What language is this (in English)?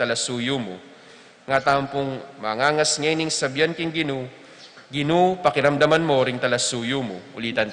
Pampanga